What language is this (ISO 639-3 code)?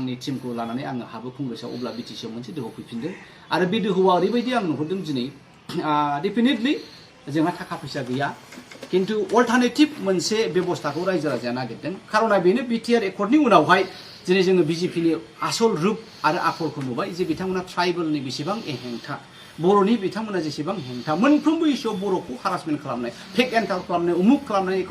brx